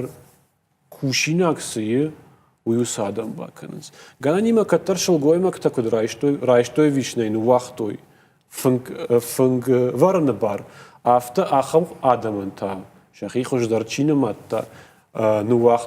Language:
Ossetic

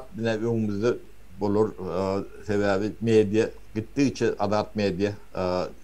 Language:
Turkmen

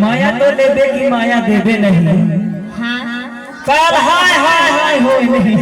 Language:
Chhattisgarhi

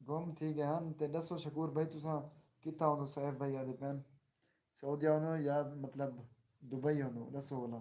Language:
Saraiki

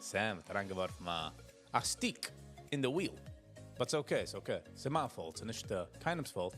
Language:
Yiddish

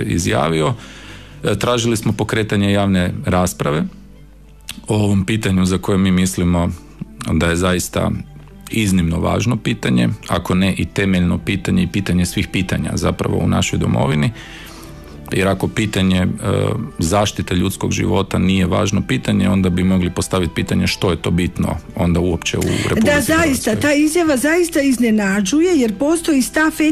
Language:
Croatian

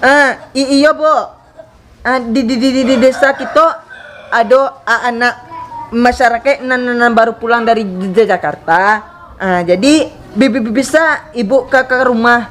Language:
Minangkabau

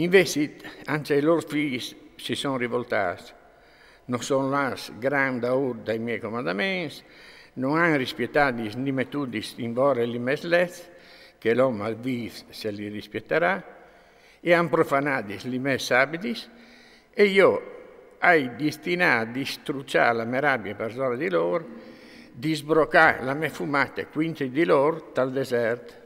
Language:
Friulian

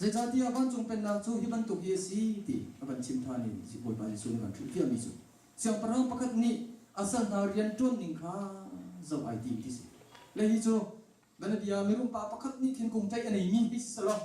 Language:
Hakha Chin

